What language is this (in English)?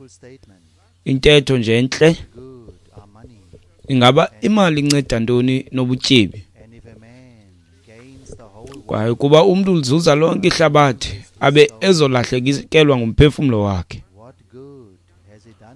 Xhosa